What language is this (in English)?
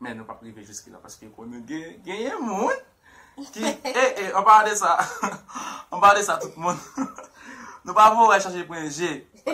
Haitian Creole